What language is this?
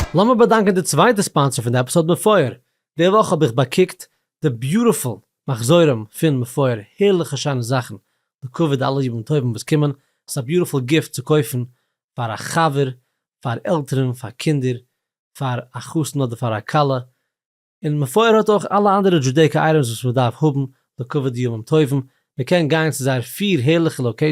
Yiddish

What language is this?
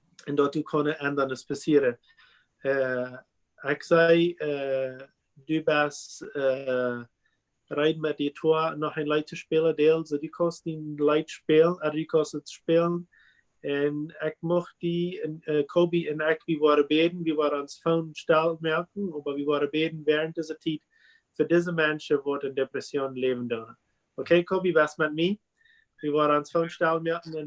Plautdietsch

